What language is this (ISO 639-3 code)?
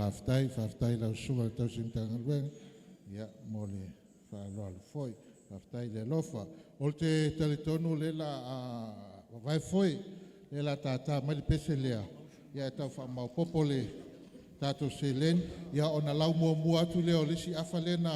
smo